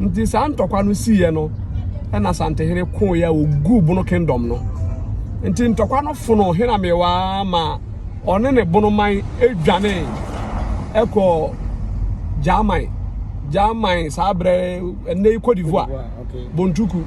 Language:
Akan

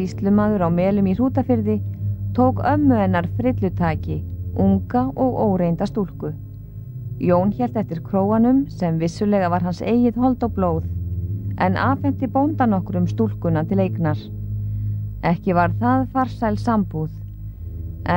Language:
Icelandic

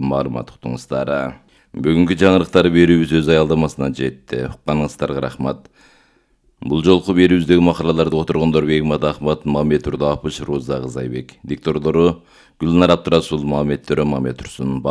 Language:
Kyrgyz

